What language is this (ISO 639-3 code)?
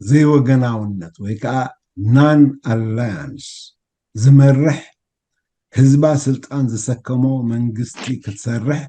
tir